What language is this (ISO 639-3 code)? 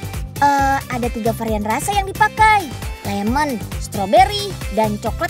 ind